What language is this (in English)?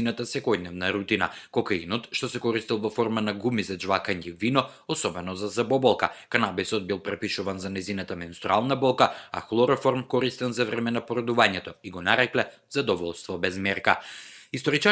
Macedonian